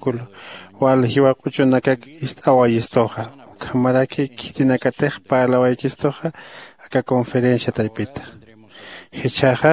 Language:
Aymara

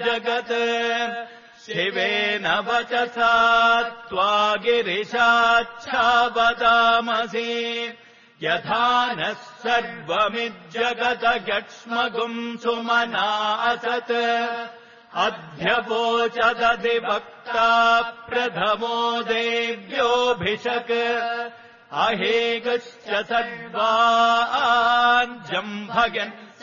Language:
Sanskrit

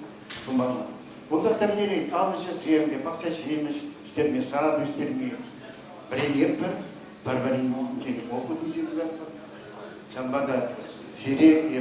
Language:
Chuvash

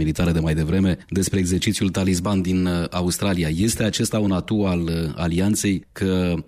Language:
Romanian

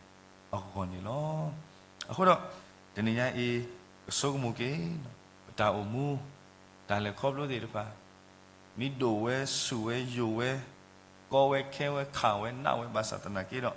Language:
S'gaw Karen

